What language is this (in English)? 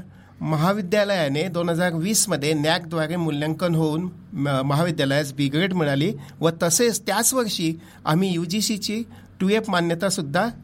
Marathi